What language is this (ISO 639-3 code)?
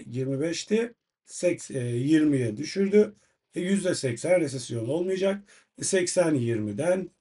tur